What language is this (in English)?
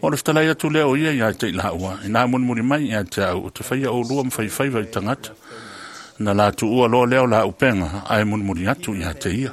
Samoan